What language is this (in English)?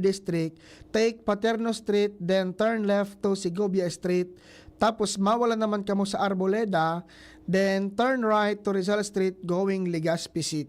Bikol